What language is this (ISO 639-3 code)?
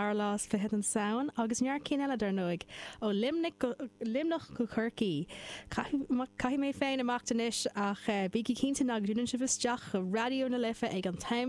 gle